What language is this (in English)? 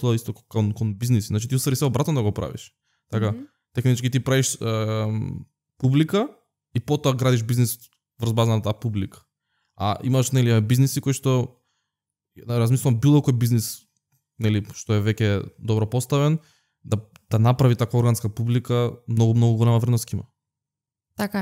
Macedonian